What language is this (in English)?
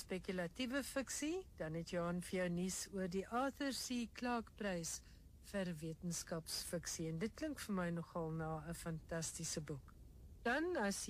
Afrikaans